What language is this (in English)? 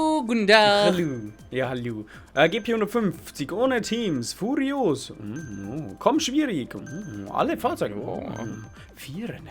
Bavarian